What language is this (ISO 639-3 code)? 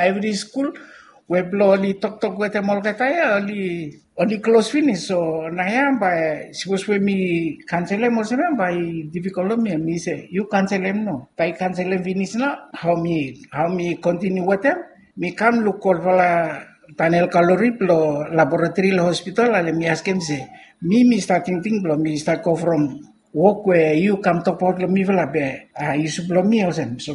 bis